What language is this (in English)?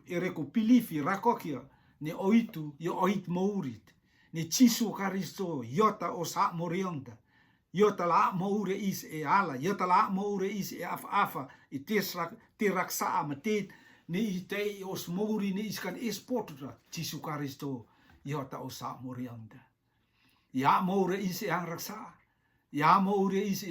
Rotuman